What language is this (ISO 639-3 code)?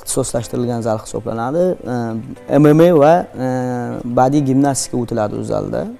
uzb